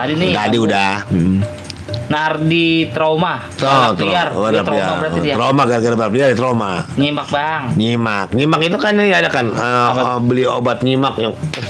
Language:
Betawi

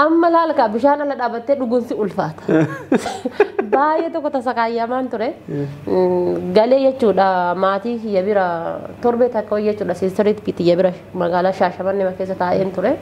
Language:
Oromo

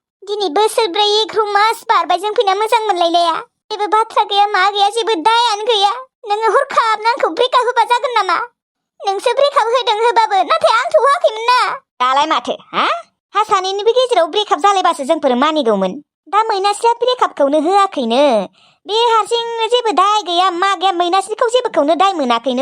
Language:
Bodo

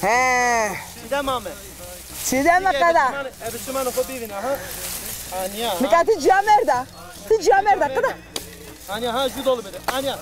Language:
Zaza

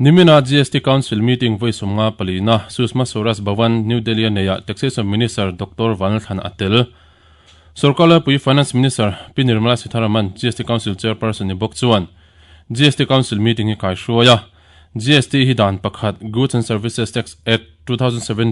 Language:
Mizo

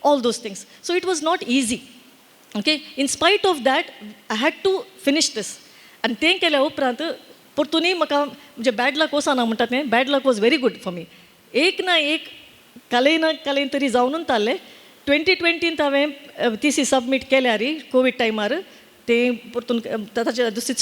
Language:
Konkani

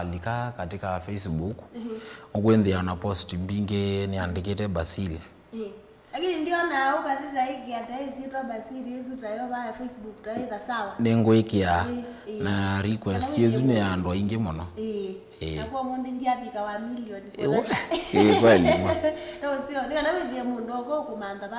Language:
Kamba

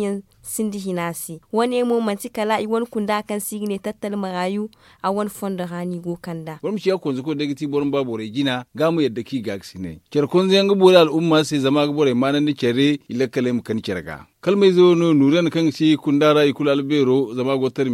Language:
Zarma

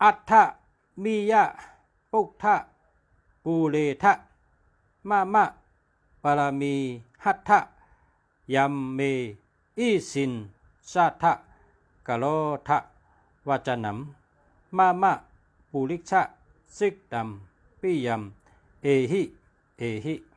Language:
Shan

